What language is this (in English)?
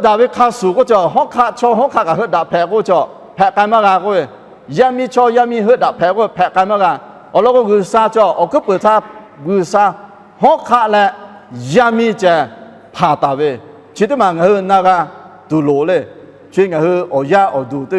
Lahu